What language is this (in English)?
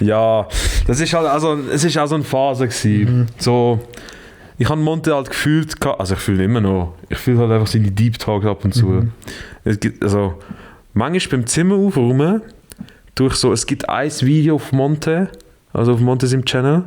Swiss German